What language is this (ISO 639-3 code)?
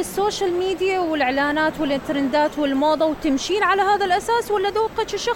acm